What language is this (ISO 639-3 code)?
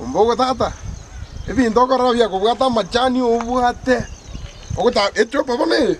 guz